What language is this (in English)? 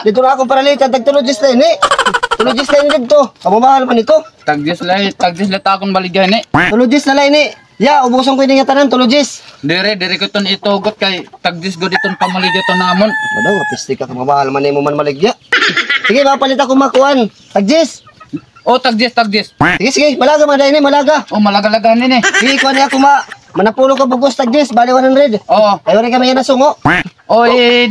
Waray